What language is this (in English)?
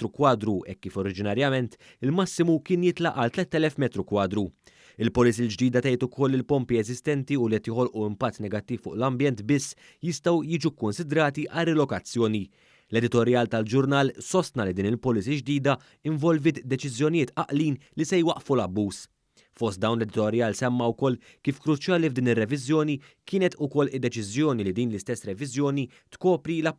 Maltese